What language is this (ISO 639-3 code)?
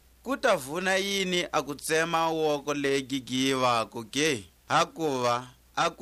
tsc